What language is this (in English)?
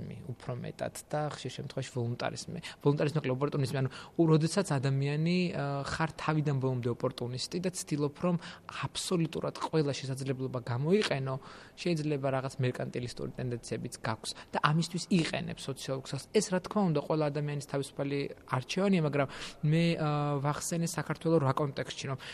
Georgian